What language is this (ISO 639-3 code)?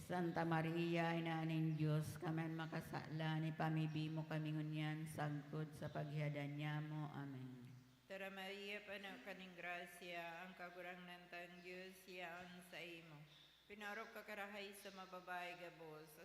bik